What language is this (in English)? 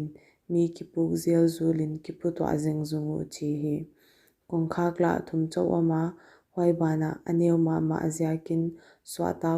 Paite Chin